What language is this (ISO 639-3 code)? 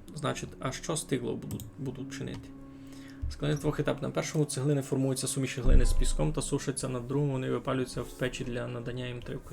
rue